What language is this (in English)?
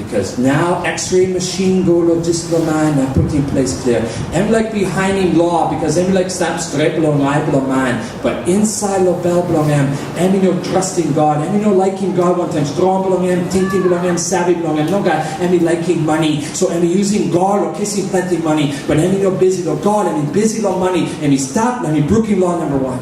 Tok Pisin